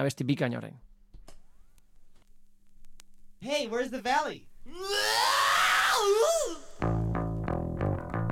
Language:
Basque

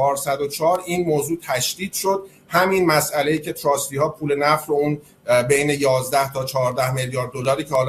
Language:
Persian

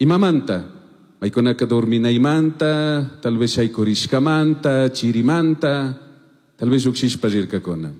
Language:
Chimborazo Highland Quichua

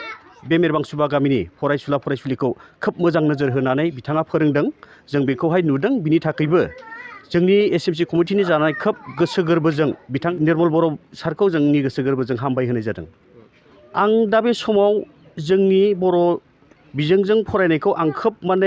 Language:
Bodo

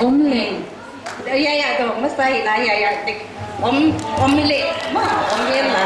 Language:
Paite Chin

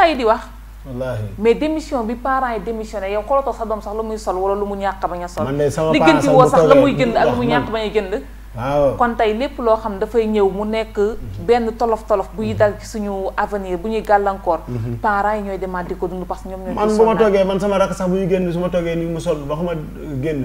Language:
Wolof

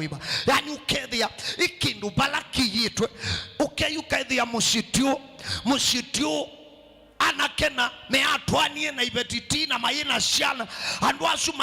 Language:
Kamba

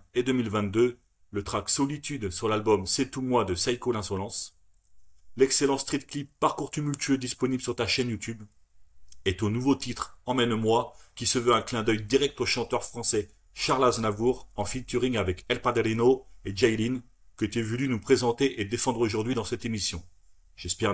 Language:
French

